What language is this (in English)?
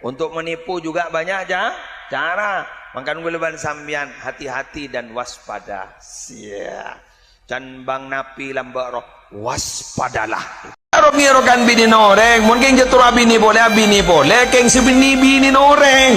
Madurese